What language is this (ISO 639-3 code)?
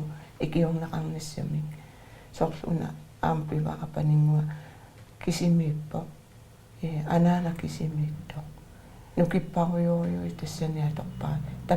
kal